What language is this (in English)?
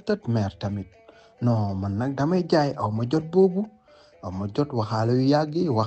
Wolof